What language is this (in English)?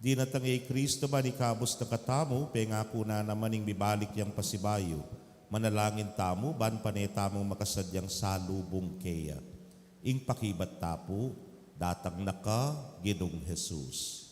Pampanga